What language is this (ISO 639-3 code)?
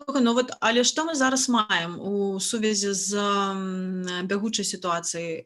bel